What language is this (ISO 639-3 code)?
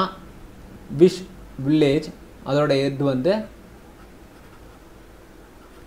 tam